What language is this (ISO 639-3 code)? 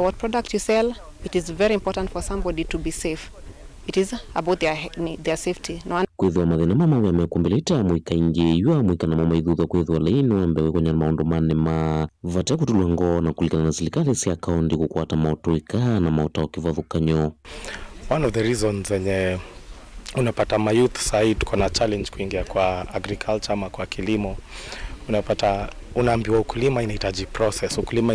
kam